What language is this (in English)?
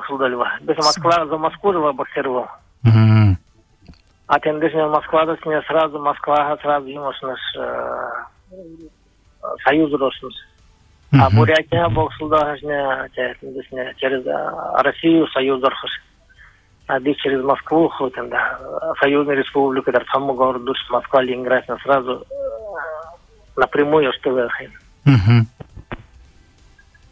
Buriat